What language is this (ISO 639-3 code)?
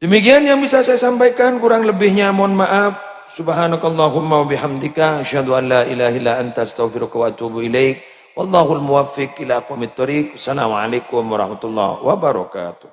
mad